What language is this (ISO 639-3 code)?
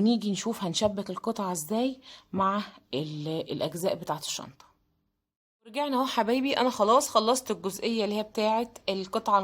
arz